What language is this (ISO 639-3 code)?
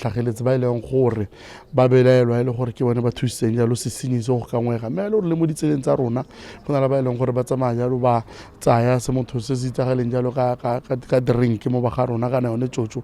tsn